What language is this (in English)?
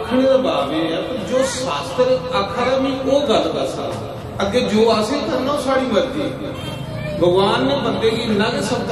Dogri